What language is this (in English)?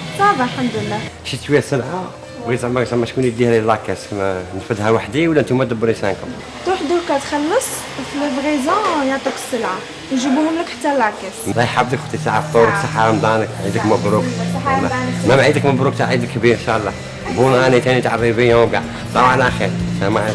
Algerian Arabic